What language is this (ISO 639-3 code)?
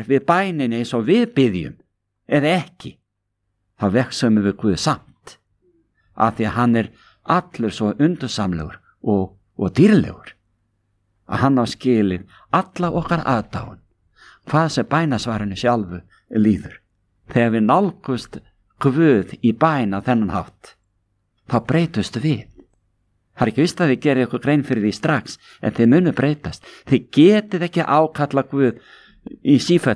isl